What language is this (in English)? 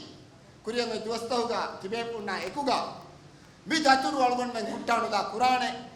Divehi